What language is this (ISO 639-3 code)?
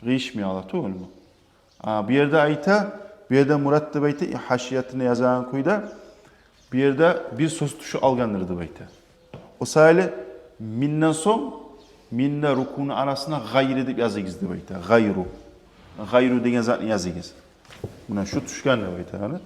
kum